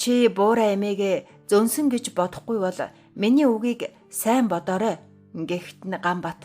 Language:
Mongolian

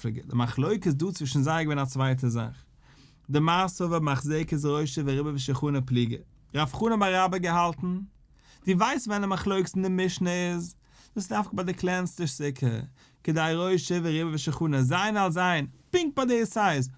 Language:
Yiddish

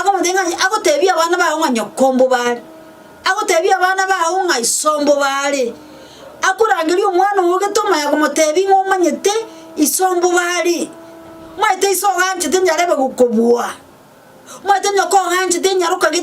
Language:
Gusii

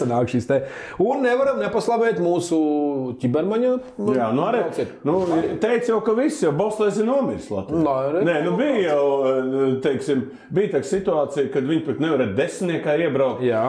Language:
Latvian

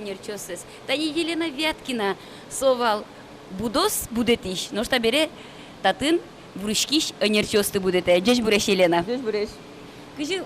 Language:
Udmurt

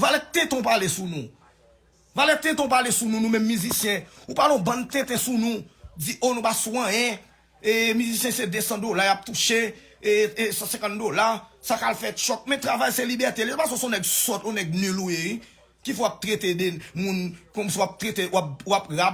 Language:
Haitian Creole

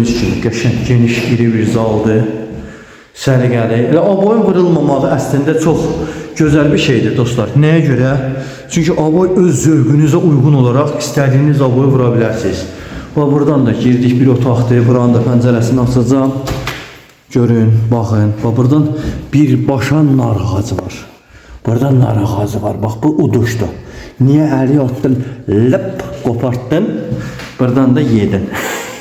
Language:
Azerbaijani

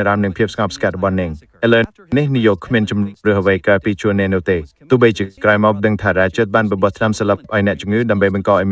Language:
Khmer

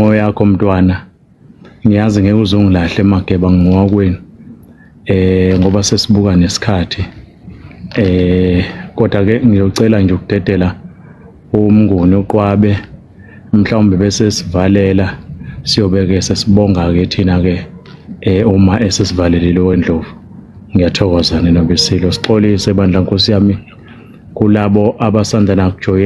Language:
Zulu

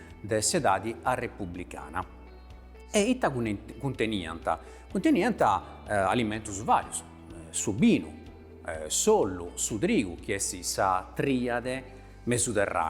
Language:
Sardinian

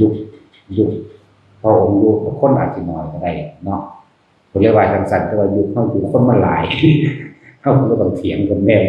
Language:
Northeastern Thai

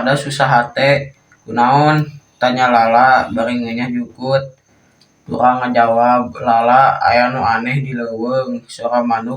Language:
Sundanese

